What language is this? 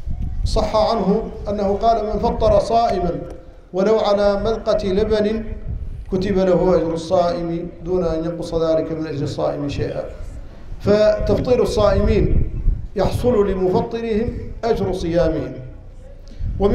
Arabic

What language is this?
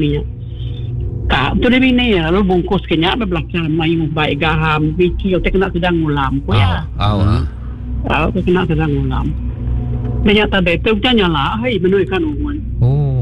Iban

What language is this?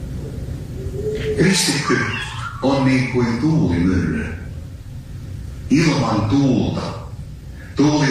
Finnish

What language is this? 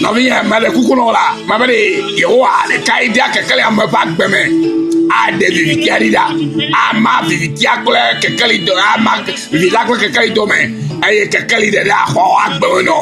Ewe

